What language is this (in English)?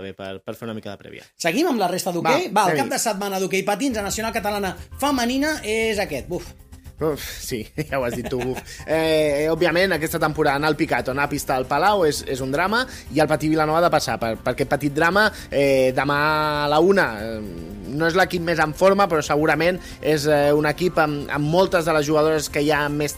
Catalan